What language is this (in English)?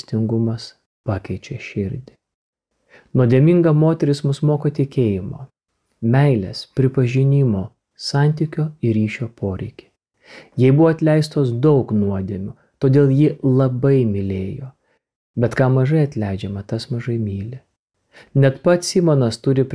Lithuanian